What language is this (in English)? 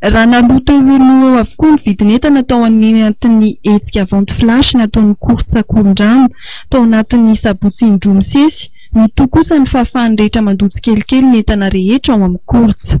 Malagasy